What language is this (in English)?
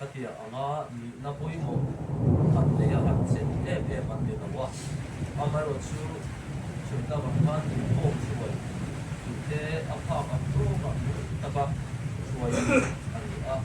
Mizo